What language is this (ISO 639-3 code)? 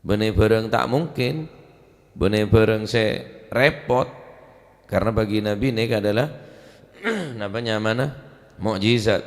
mad